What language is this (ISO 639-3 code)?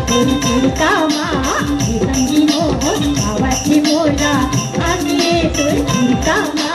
hne